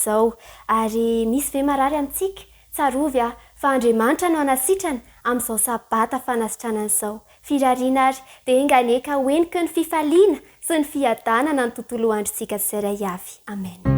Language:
Malagasy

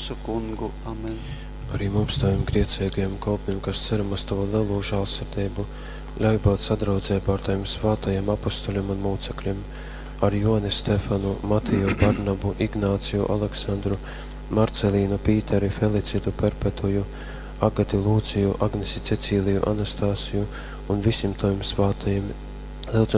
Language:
Latgalian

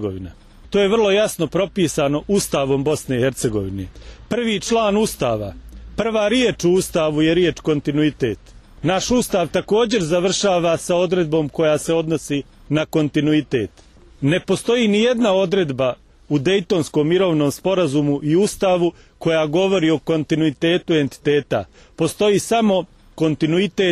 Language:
Bosnian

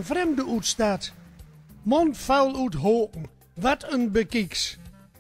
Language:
Gronings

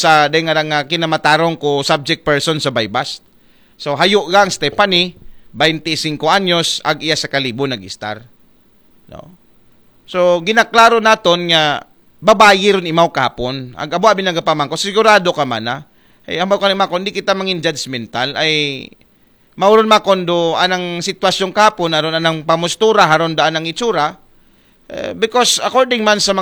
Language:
Aklanon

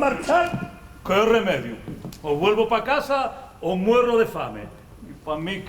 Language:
Asturian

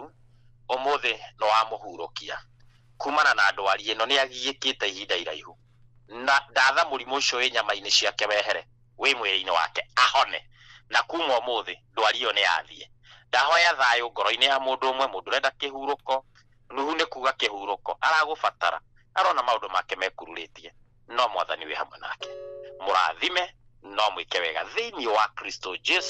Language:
Kikuyu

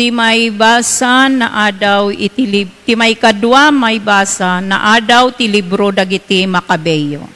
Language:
Iloko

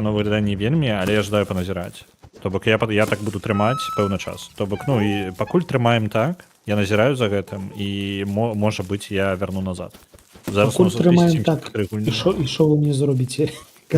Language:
Belarusian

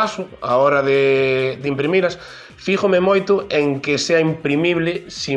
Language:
Galician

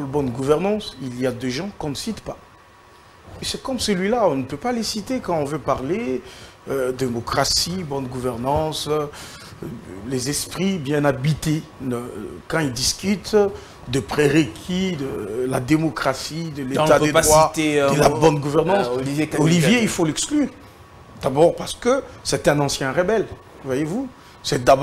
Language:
French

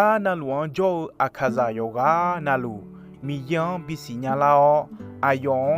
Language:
Akha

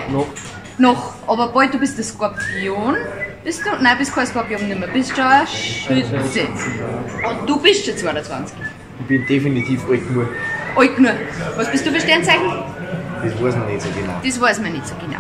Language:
Bavarian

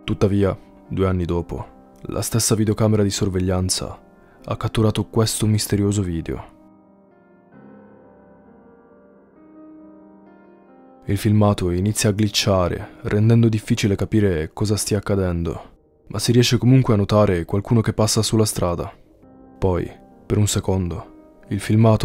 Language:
Italian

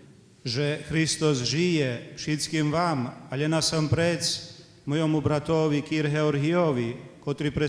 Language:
Rusyn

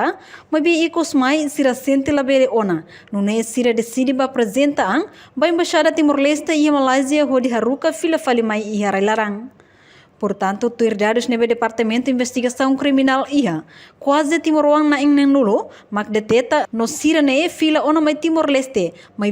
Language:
Tetum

